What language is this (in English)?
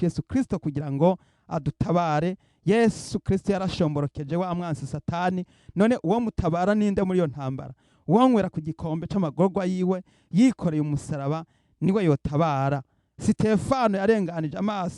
Rundi